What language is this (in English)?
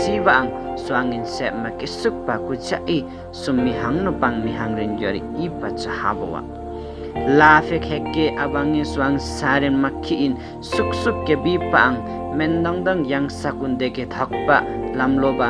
Limbu